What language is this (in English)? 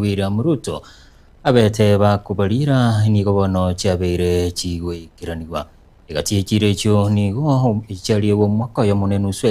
Gusii